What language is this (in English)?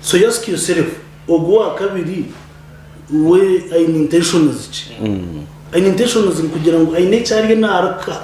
Nyankole